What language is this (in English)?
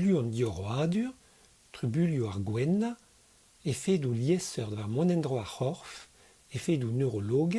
Breton